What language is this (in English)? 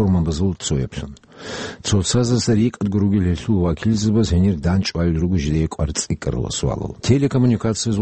Avaric